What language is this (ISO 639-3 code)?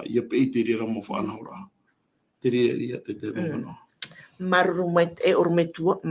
tah